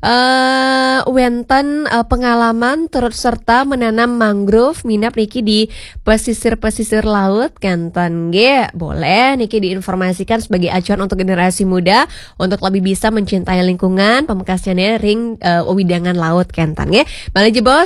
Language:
Balinese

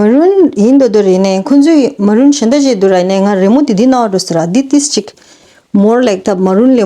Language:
Tibetan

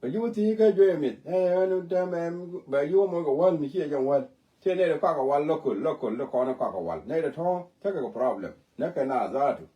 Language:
Nuer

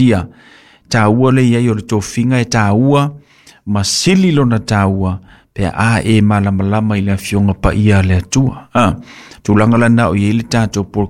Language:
Samoan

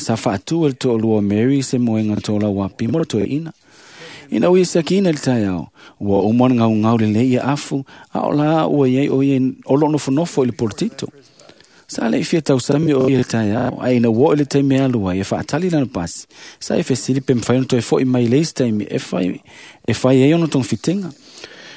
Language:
Samoan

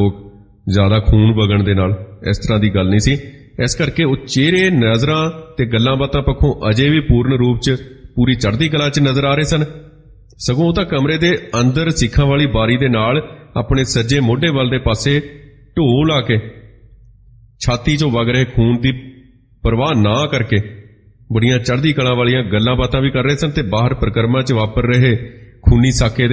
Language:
Punjabi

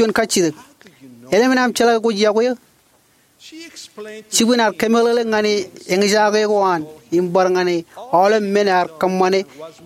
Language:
Marshallese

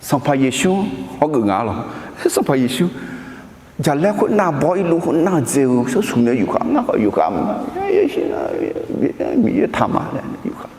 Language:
Akha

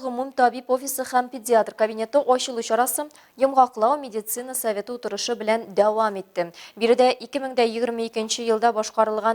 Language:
Tatar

